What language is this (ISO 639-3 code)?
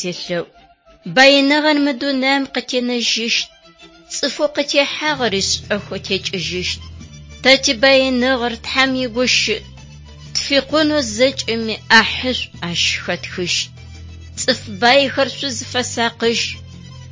ady